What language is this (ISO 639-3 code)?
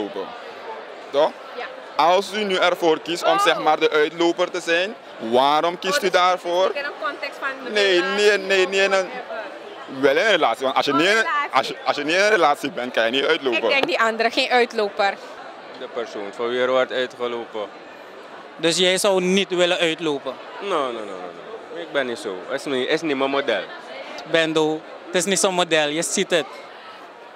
nld